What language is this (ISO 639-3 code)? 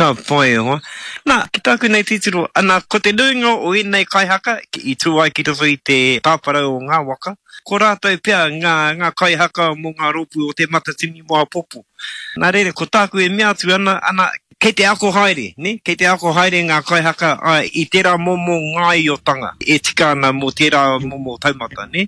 mri